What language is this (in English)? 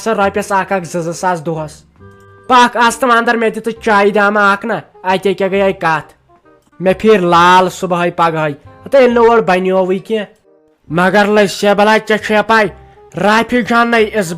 Kashmiri